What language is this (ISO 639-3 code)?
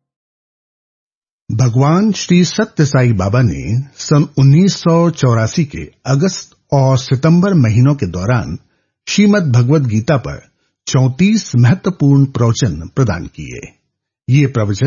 hin